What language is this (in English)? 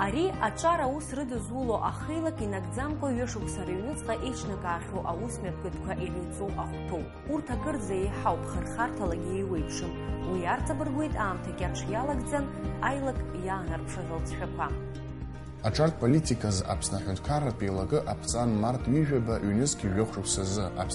Abkhazian